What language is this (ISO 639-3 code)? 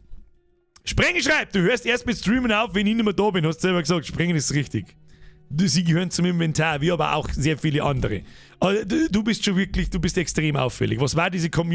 bar